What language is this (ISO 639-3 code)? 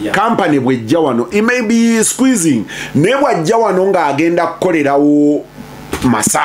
lug